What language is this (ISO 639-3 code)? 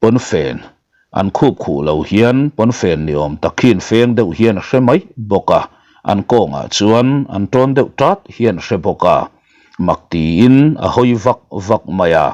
lus